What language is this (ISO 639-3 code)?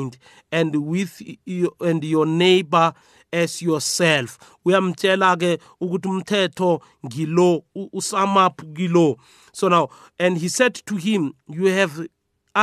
nbl